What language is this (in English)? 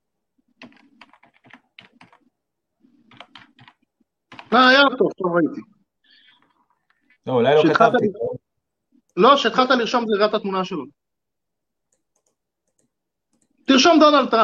Hebrew